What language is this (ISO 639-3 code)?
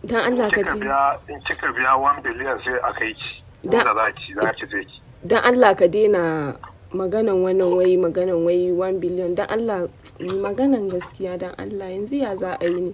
hau